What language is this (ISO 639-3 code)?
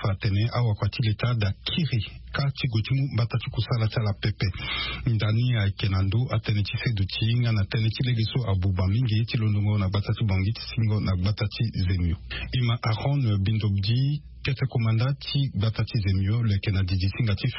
sag